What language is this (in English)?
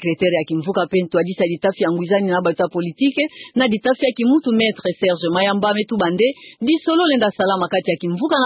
Kituba (Democratic Republic of Congo)